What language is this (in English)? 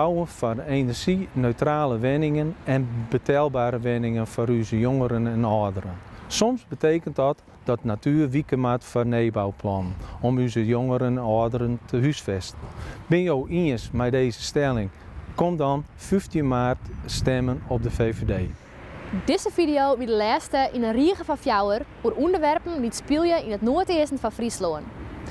Western Frisian